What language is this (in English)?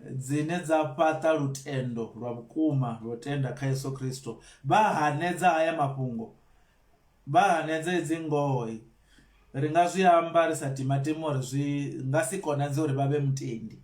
Venda